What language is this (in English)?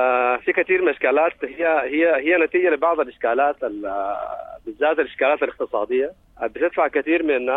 Sudanese Arabic